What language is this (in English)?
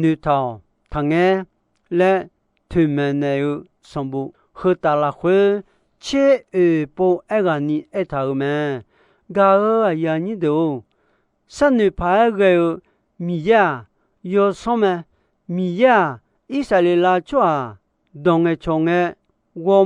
Akha